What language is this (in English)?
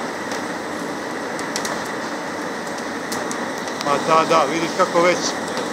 Croatian